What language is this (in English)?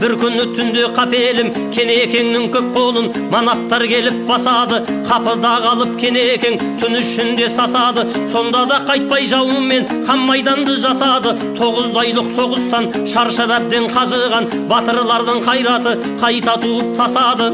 Kazakh